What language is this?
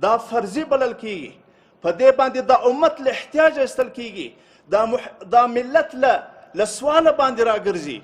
Pashto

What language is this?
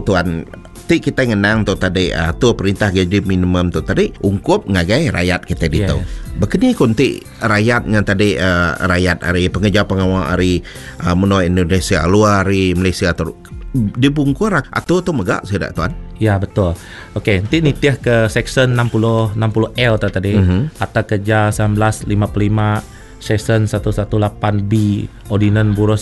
Iban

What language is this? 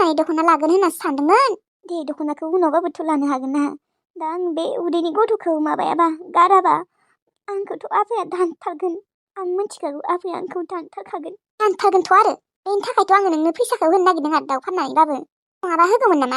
Bodo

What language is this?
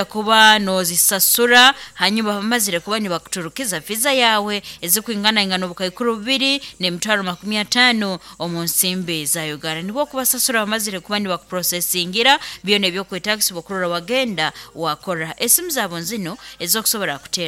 Nyoro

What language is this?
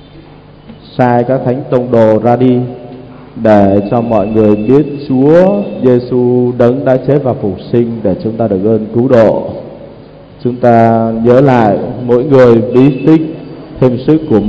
Vietnamese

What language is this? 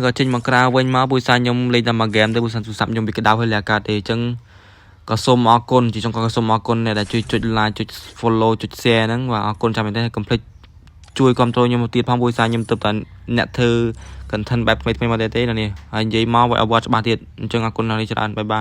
Khmer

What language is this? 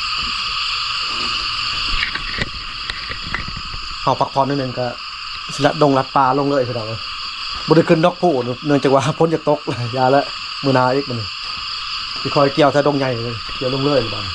Lao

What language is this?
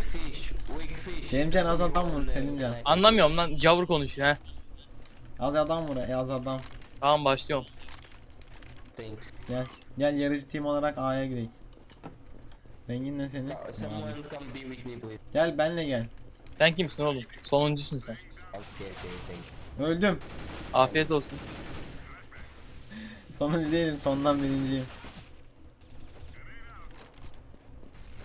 Turkish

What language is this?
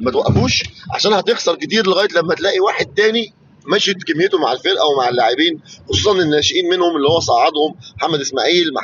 Egyptian Arabic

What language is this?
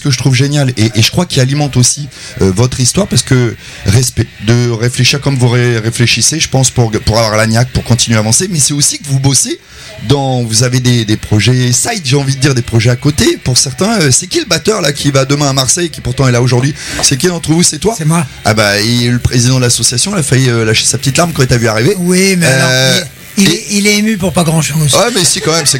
French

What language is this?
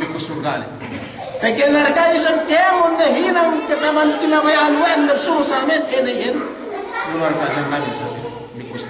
Yakan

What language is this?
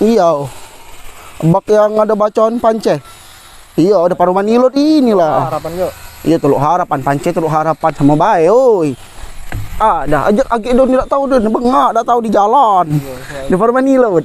Musi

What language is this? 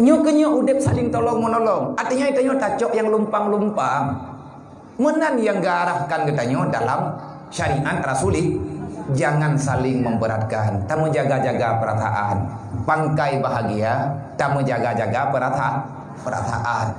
Achinese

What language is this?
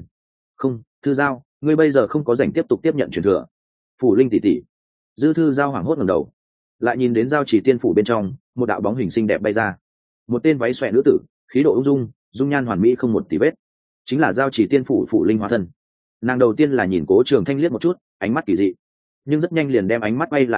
Vietnamese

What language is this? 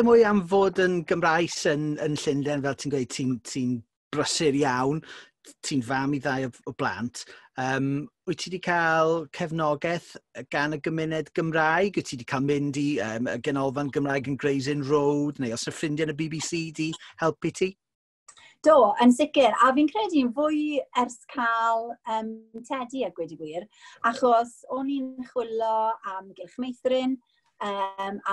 Welsh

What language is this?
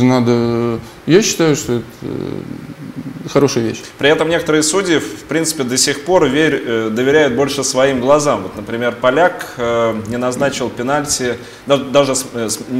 Russian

